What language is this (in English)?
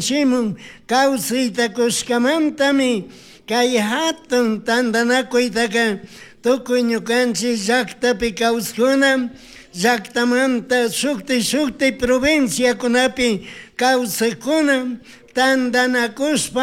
Chimborazo Highland Quichua